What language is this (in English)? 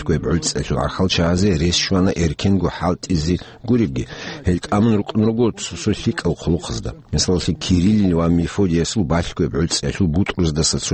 Avaric